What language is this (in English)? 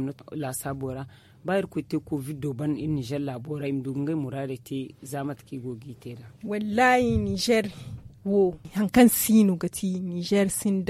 Zarma